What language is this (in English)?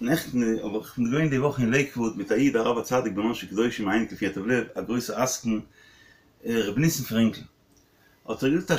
Yiddish